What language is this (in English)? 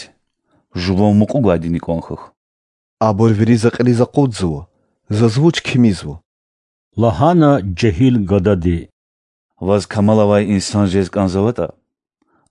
Lezghian